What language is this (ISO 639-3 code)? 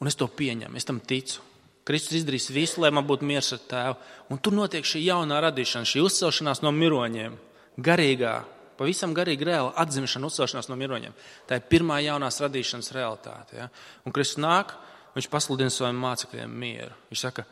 lav